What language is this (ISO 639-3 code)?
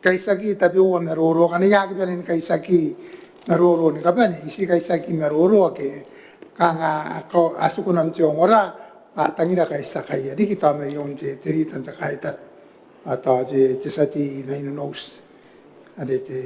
gil